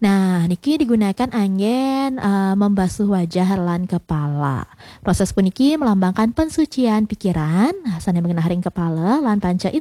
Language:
Balinese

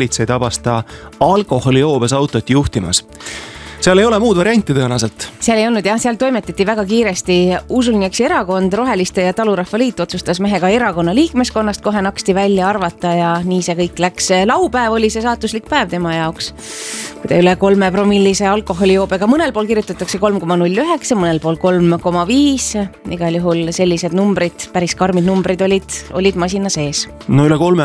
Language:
Estonian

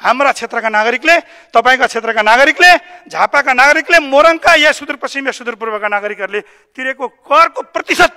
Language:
Nepali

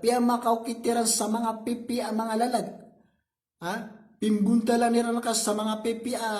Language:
Maranao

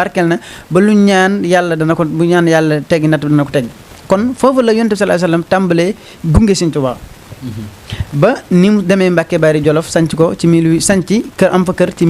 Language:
Wolof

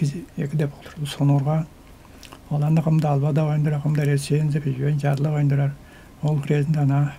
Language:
Tuvinian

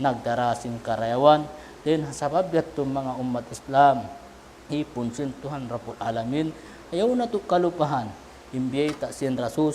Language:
Tausug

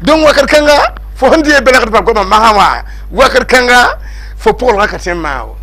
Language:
Mossi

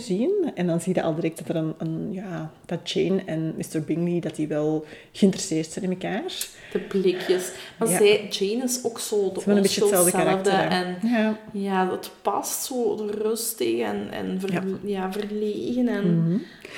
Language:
Dutch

